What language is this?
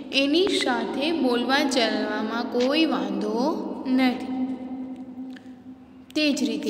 Gujarati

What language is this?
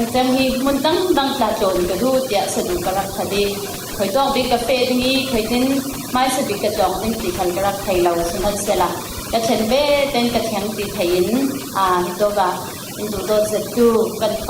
Falam Chin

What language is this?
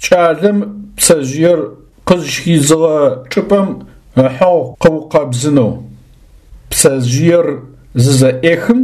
Adyghe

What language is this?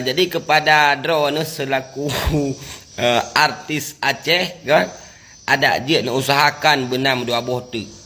Achinese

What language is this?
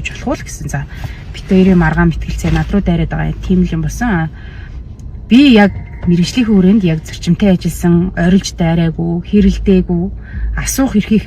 Mongolian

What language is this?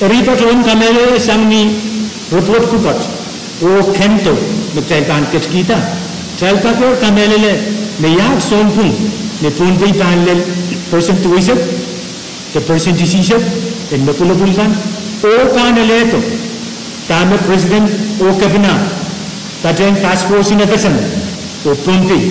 Pohnpeian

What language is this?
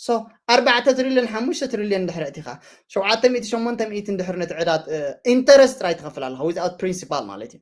Tigrinya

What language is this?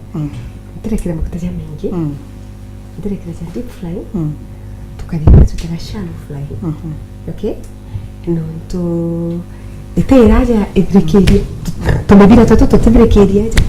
Meru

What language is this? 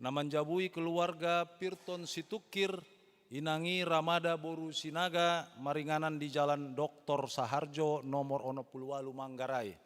Batak Toba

